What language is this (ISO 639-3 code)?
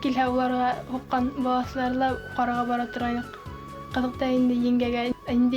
bak